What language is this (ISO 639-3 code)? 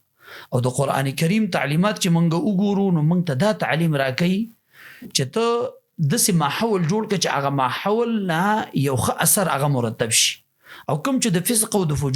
pus